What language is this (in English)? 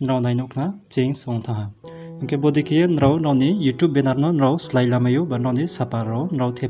Riang (India)